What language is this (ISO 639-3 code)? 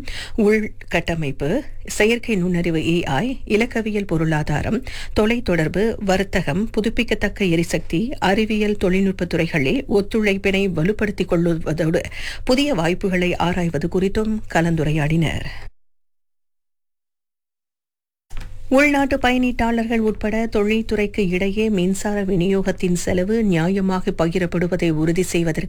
tam